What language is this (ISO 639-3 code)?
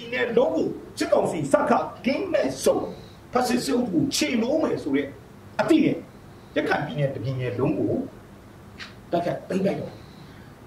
mya